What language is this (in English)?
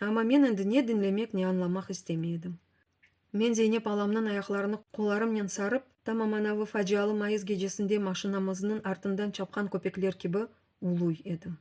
Crimean Tatar